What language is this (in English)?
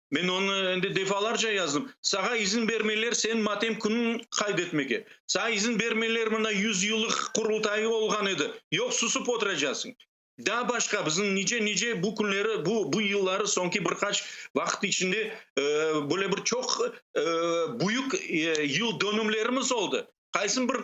Crimean Tatar